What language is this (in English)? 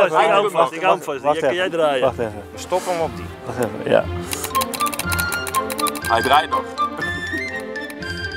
Dutch